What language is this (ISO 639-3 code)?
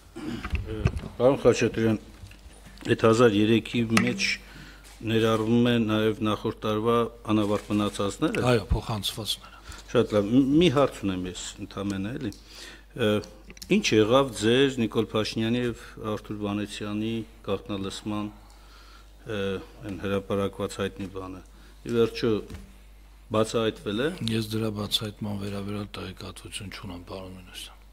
hye